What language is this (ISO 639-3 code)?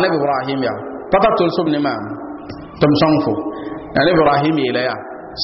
mos